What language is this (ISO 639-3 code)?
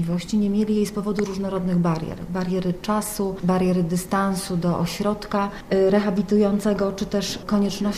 pol